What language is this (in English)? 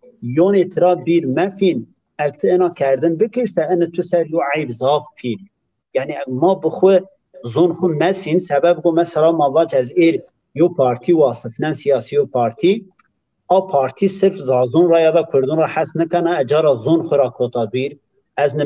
Zaza